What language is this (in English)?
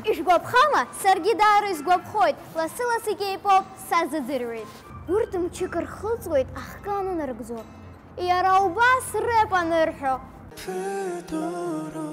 Abkhazian